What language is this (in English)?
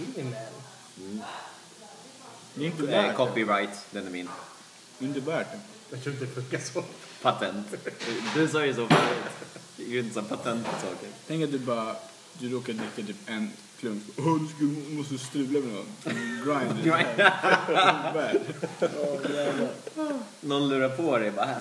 Swedish